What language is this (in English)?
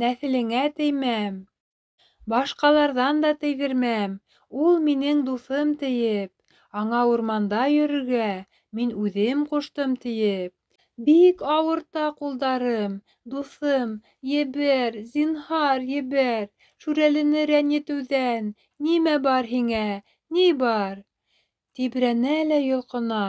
Bashkir